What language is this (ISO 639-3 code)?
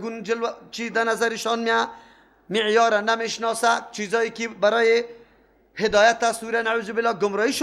fas